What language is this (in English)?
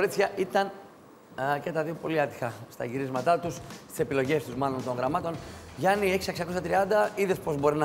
Greek